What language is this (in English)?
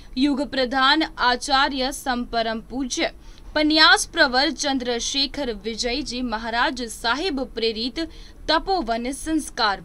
Gujarati